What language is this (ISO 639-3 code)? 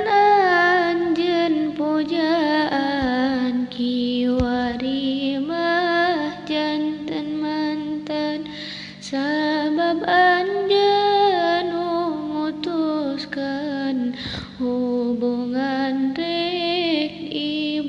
sun